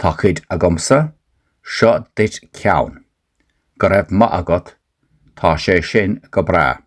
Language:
Irish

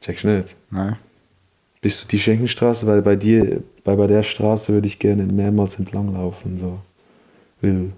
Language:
Swiss German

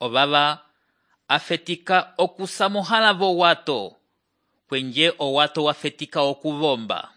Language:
Umbundu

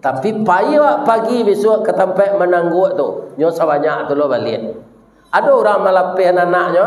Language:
Minangkabau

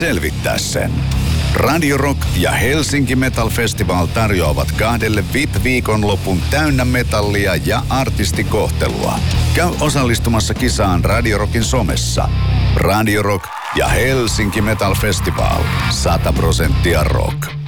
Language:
Finnish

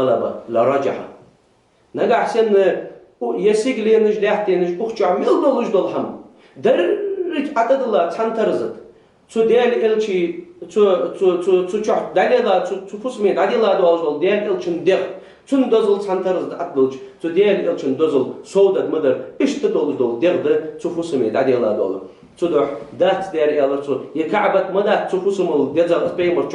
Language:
Ingush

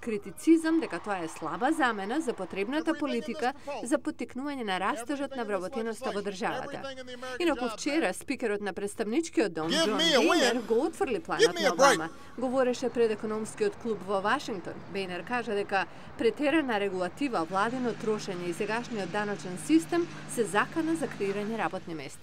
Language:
Macedonian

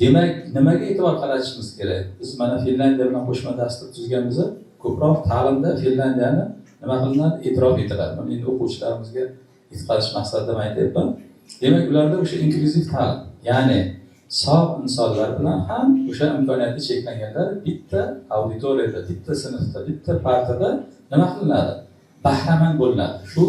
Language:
Uzbek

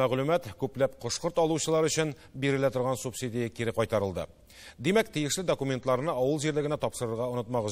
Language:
Tatar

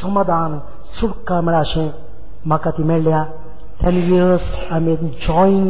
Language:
Konkani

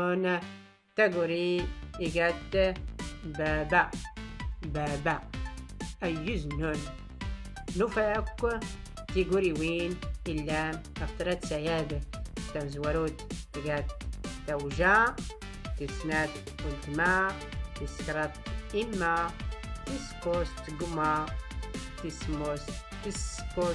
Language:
Tachelhit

